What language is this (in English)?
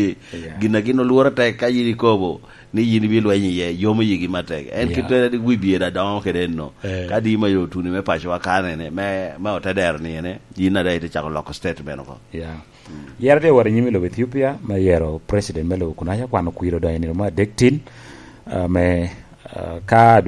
Lango (Uganda)